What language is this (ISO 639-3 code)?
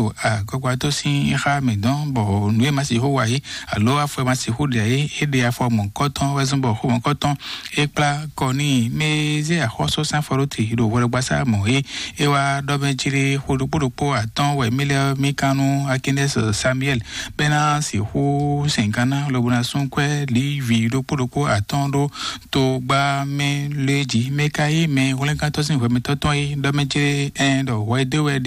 fon